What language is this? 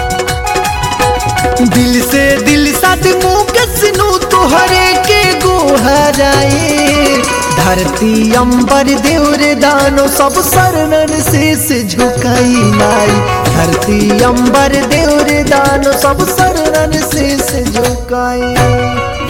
Bhojpuri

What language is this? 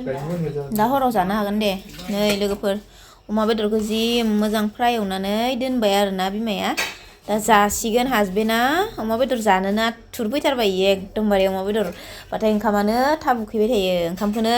Bodo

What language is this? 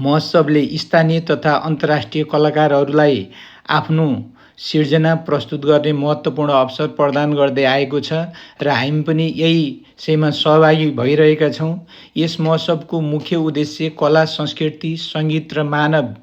Nepali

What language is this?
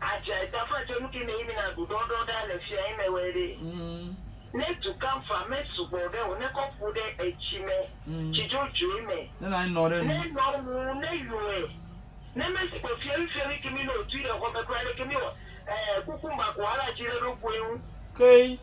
Ewe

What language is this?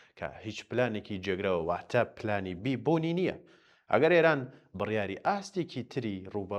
Central Kurdish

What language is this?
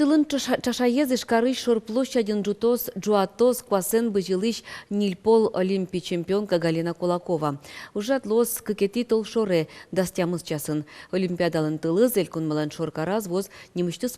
Udmurt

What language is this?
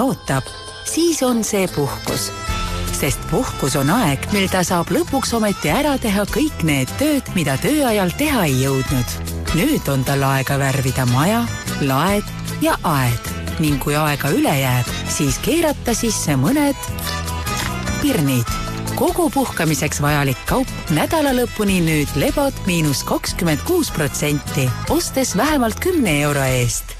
Estonian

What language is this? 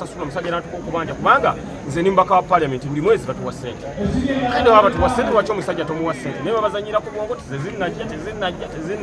Ganda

